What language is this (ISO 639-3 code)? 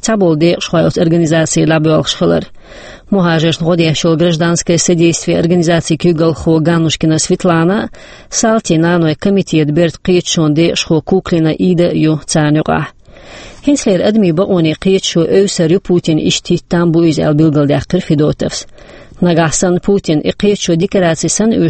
che